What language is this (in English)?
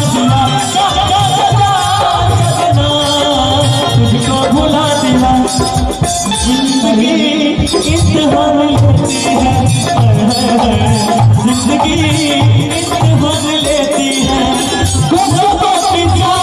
Bhojpuri